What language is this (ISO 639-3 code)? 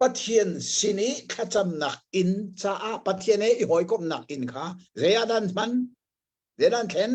cnh